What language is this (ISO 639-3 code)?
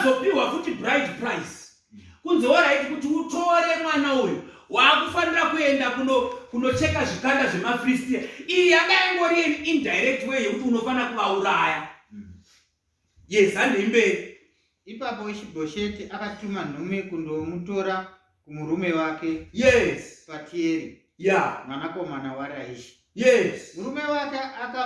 sna